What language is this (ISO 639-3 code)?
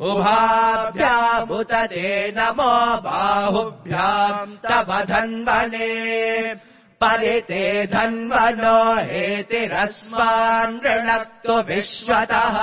san